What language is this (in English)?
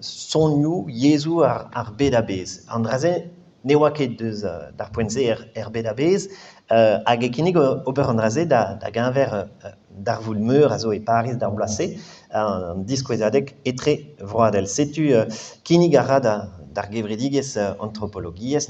Breton